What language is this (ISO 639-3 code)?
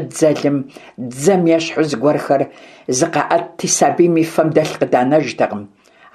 kbd